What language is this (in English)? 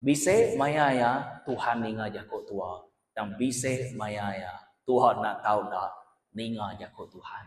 Iban